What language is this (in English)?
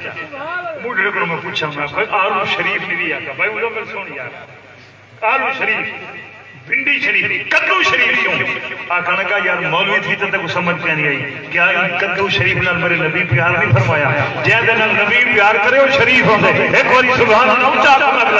Saraiki